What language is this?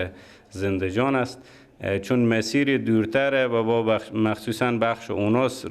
Persian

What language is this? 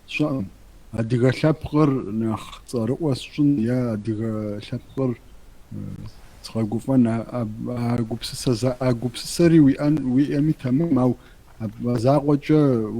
Kabardian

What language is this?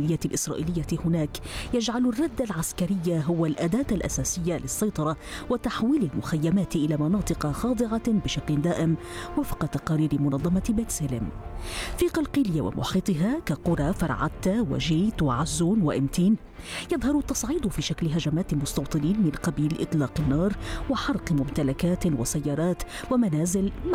Arabic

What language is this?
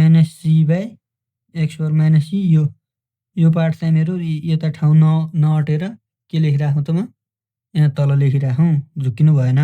Nepali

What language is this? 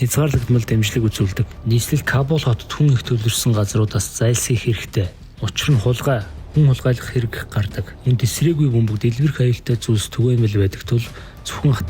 Mongolian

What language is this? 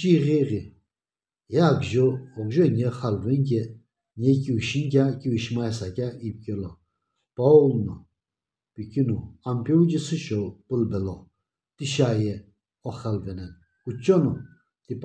Sumi Naga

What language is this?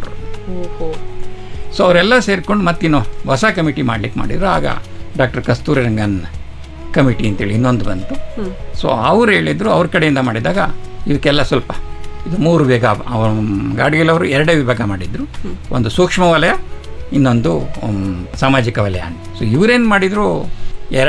Kannada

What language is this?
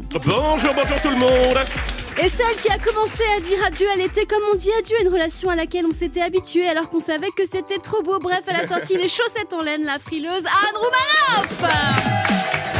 French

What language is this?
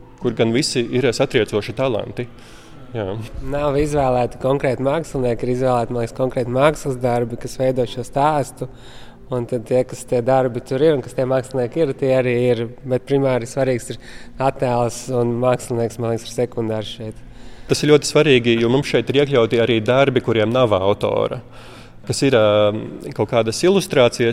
Latvian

